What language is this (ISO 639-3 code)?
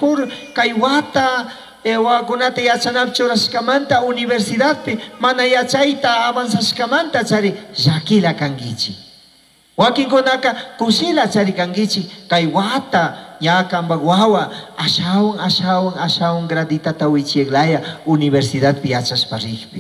qug